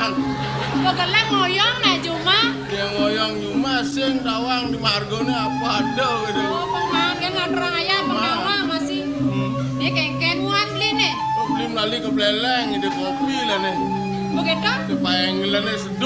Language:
Balinese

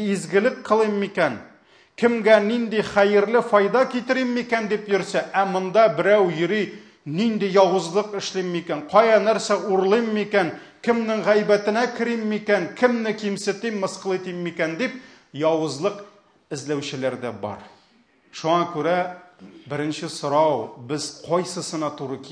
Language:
Tatar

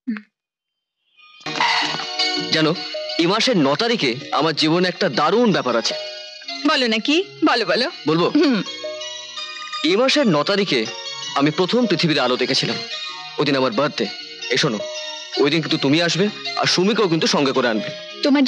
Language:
Bangla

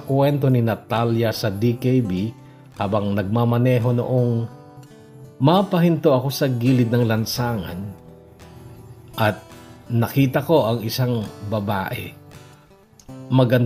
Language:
Filipino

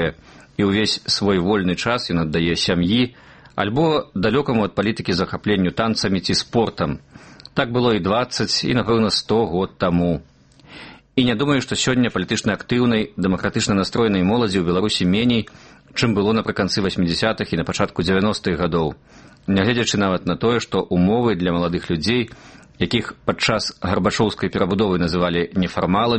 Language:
Belarusian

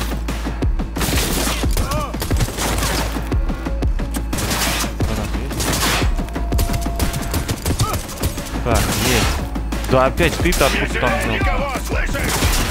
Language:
Russian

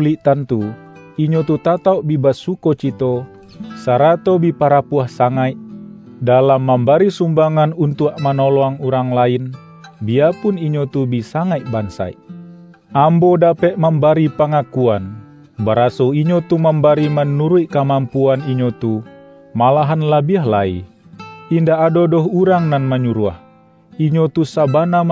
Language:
Minangkabau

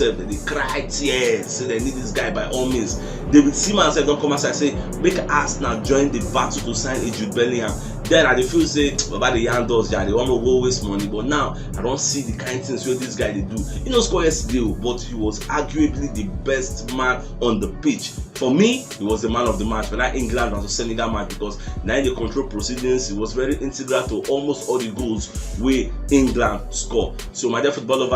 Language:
Nigerian Pidgin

